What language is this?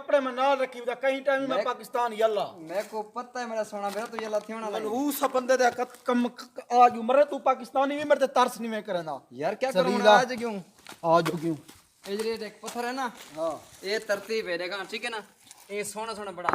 Saraiki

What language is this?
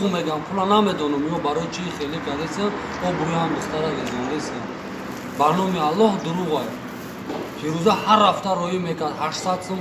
Tajik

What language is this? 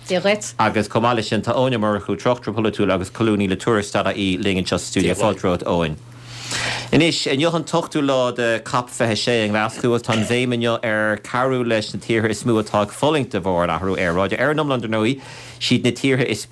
Irish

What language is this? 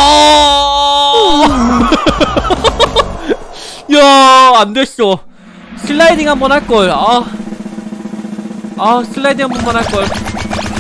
Korean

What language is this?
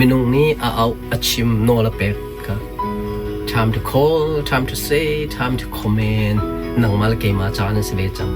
Hakha Chin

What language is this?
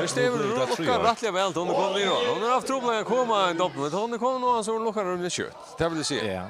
Faroese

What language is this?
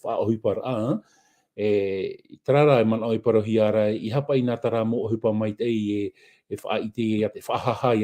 Tahitian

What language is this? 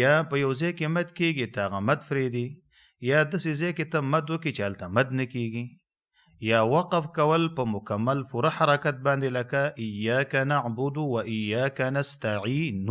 Pashto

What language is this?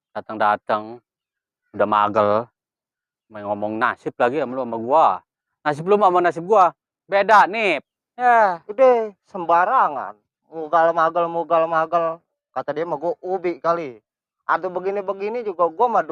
Betawi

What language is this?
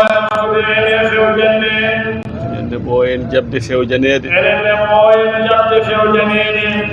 Fula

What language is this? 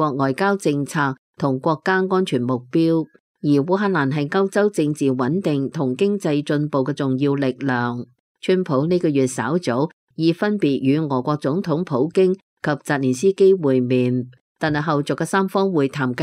Cantonese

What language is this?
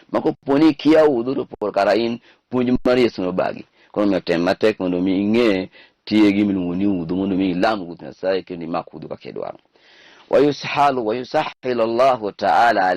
Luo (Kenya and Tanzania)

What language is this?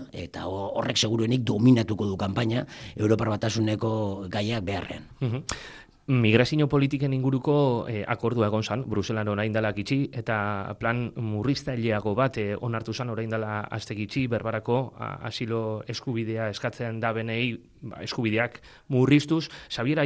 Basque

